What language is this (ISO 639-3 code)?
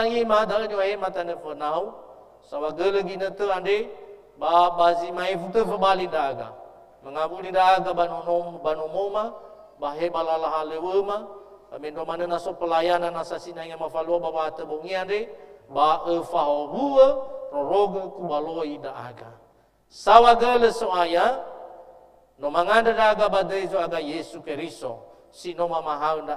nia